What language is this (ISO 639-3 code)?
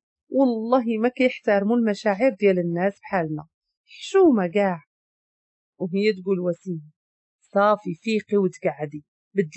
ary